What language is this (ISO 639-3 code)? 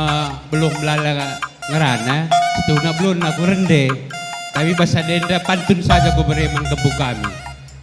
btx